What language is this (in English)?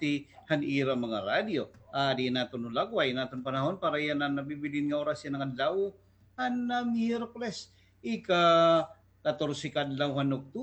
Waray